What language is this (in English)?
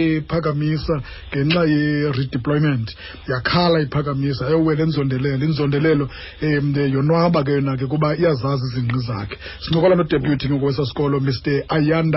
Xhosa